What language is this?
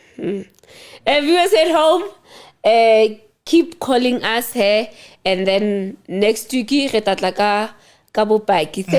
Southern Sotho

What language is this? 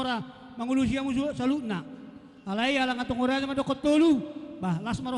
Batak Toba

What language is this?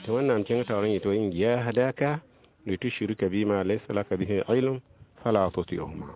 Mossi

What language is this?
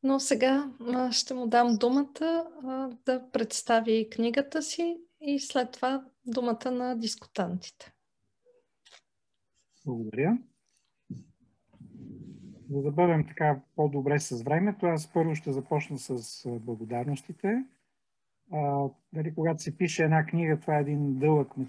Bulgarian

